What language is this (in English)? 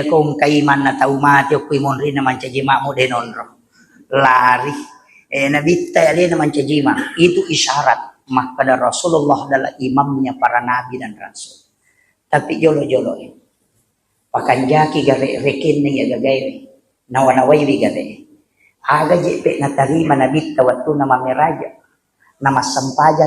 Buginese